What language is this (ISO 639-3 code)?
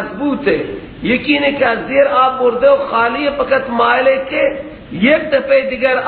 fas